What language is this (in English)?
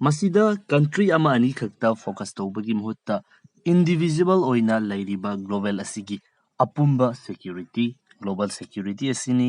Manipuri